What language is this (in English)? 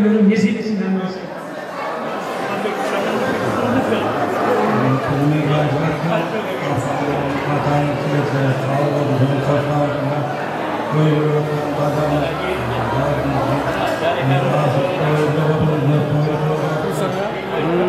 Kazakh